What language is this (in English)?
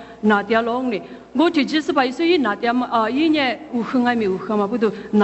Lisu